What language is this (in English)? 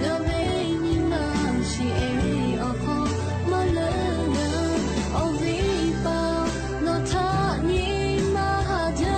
Lahu